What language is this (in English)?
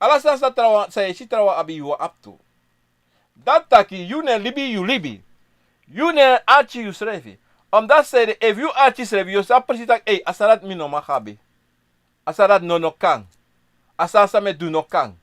Sranan Tongo